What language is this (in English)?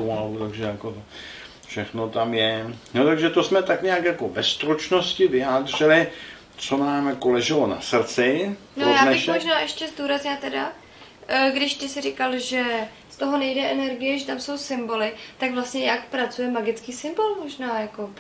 Czech